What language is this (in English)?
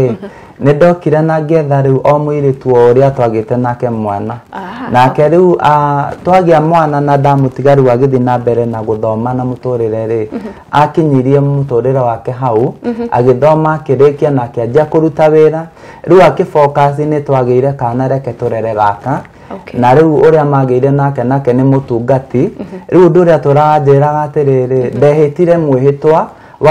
Kikuyu